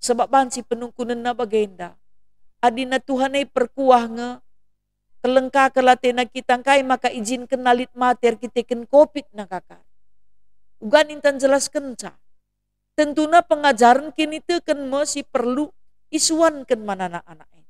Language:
Batak Karo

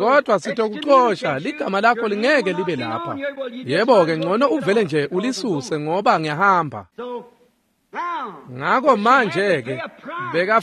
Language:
Swati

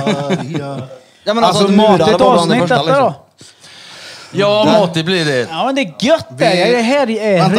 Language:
Swedish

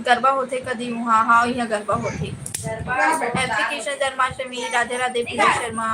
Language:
Chhattisgarhi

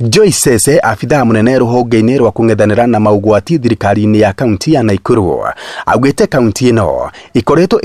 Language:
Kikuyu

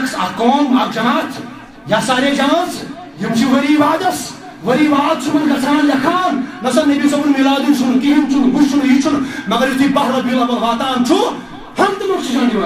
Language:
Kashmiri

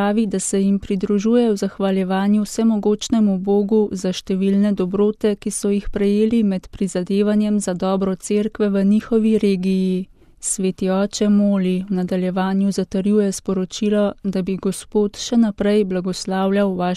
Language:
Slovenian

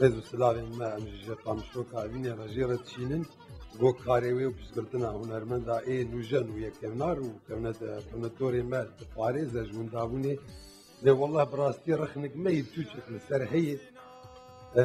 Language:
Kurdish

